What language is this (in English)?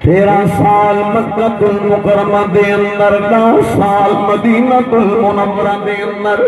Saraiki